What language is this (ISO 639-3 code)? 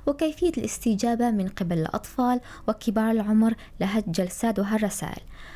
apc